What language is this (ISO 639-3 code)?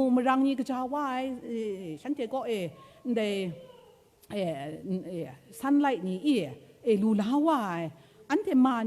kac